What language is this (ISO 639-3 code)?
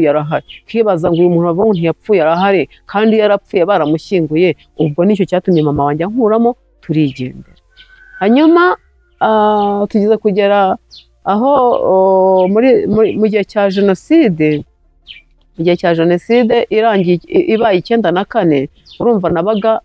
kin